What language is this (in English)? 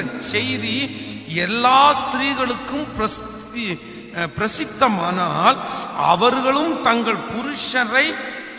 Tamil